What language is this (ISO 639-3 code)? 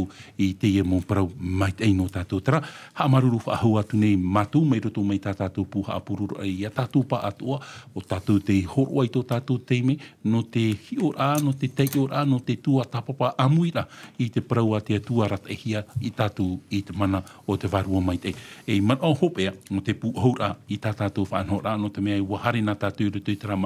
tah